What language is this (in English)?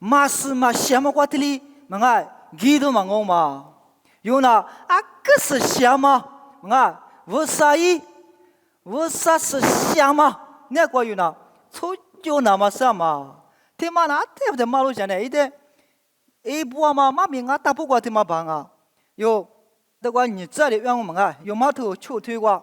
Lisu